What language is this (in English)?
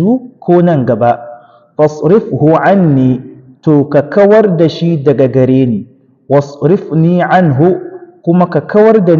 Hausa